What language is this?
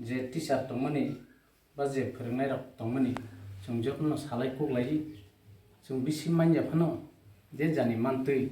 Kok Borok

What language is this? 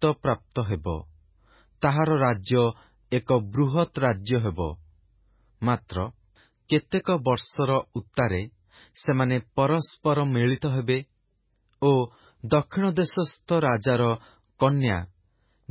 Odia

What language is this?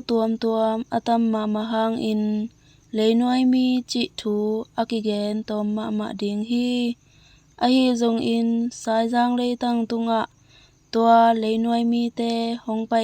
Tedim Chin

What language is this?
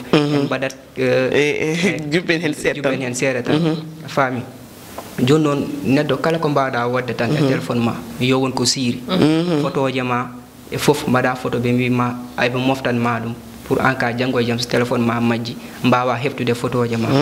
Fula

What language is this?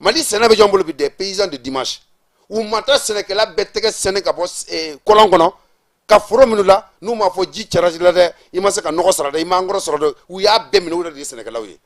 Bambara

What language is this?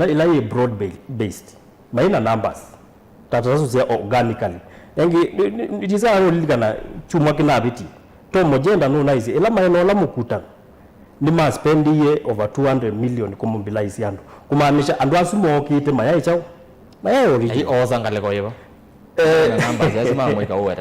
Kamba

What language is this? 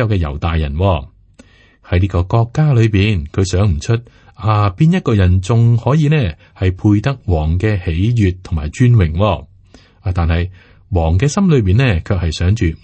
Cantonese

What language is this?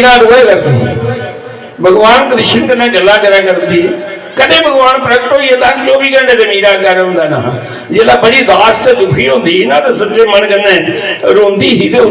Dogri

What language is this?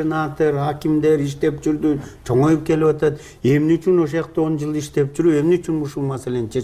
Kyrgyz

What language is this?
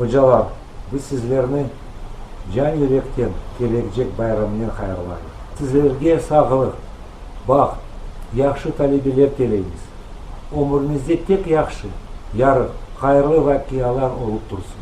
Crimean Tatar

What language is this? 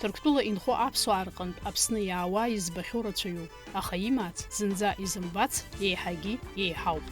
Abkhazian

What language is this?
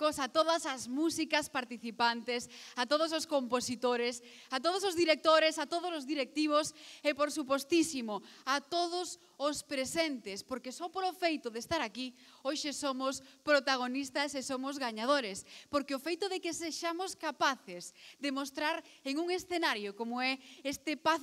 Galician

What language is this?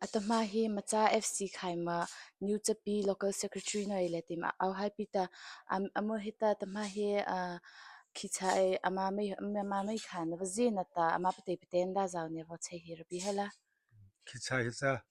Mara Chin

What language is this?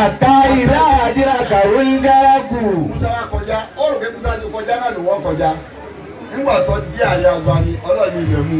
Yoruba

